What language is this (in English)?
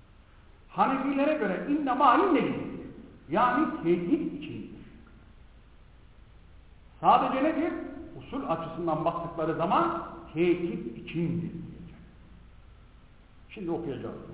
Turkish